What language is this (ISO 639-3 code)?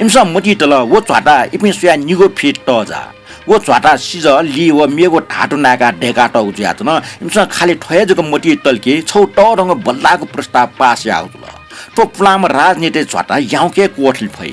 new